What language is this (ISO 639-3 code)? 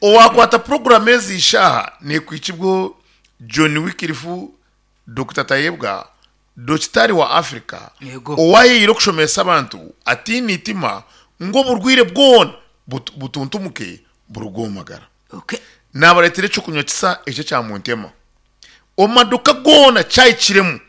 nyn